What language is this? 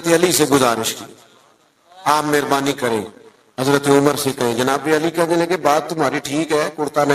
Urdu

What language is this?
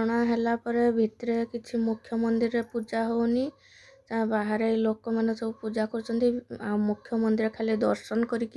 Odia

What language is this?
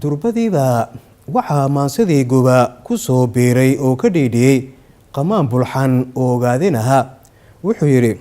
Somali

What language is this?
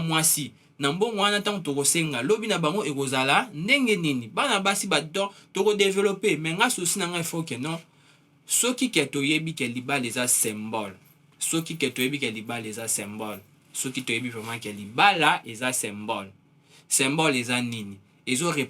Lingala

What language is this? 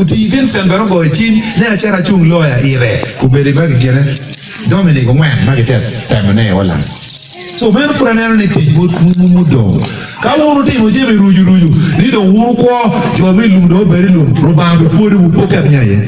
Acoli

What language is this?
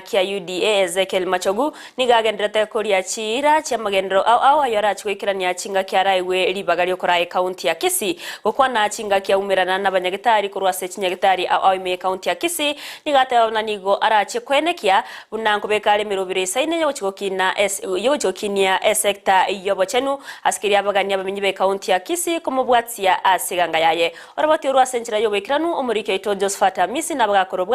Gusii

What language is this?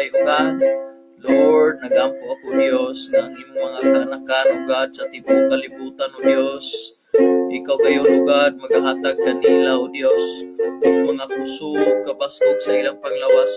Cebuano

